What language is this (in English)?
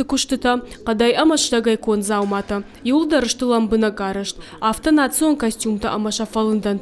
Ossetic